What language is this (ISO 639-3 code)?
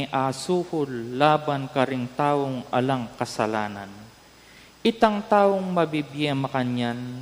pam